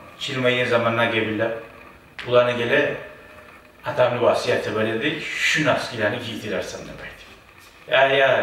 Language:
Kumyk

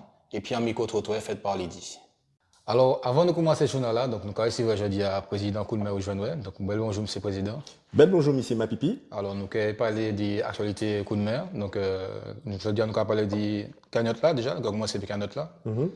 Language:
Guadeloupean Creole French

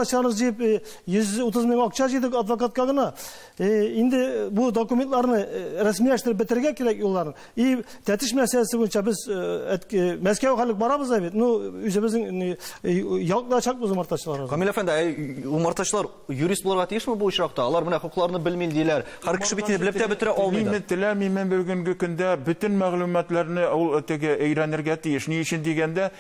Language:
Tatar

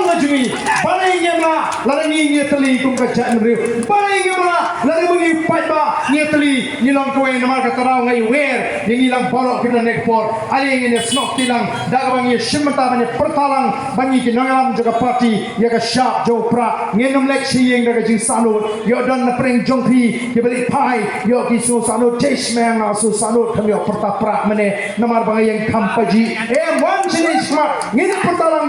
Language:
Khasi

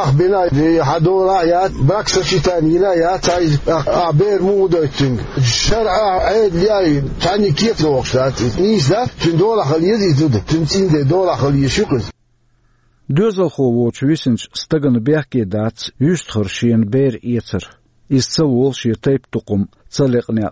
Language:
Chechen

